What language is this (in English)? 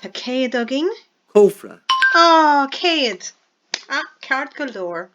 Irish